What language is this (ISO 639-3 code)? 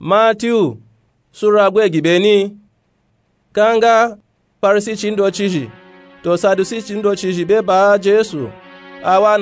nup